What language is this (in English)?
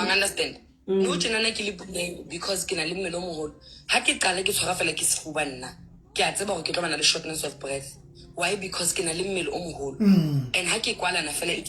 Southern Sotho